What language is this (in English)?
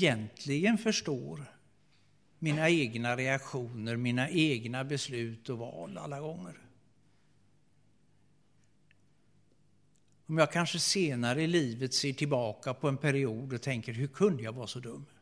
Swedish